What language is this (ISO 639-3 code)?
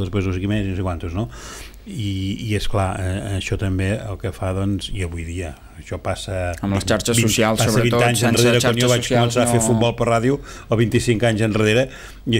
cat